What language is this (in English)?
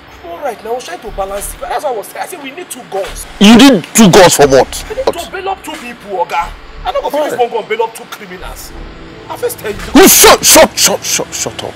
Nigerian Pidgin